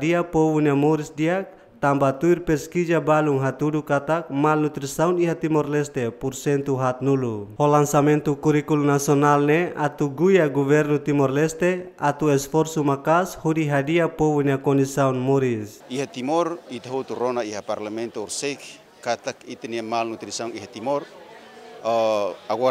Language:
Tetum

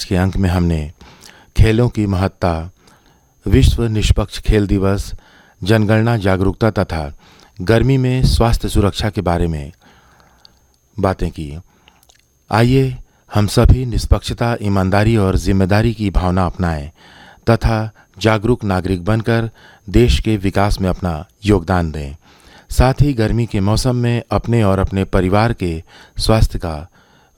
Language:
Hindi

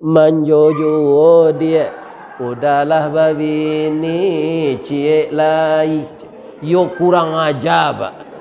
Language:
Minangkabau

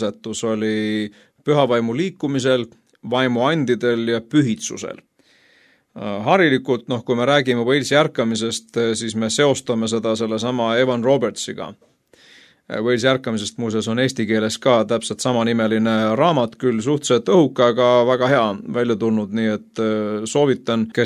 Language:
Estonian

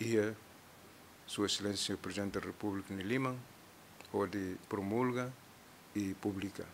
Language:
Tetum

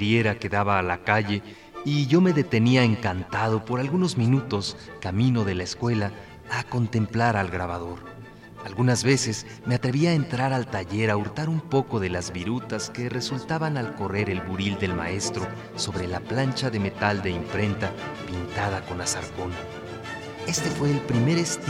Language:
Spanish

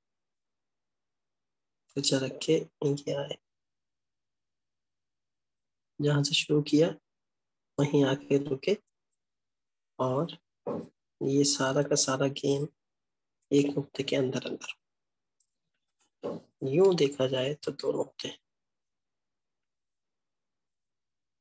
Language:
Urdu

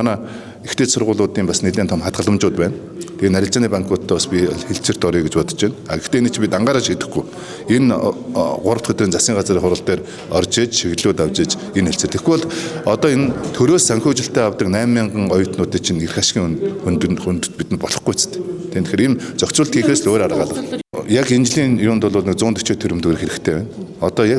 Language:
Mongolian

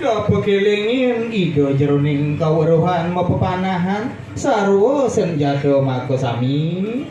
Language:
Balinese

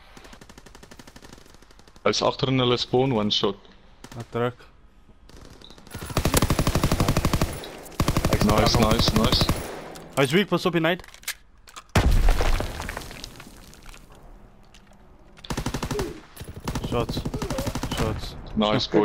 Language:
Afrikaans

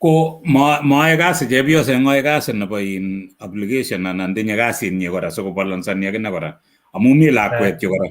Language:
Kalenjin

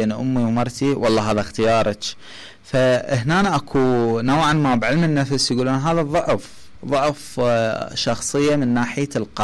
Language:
Mesopotamian Arabic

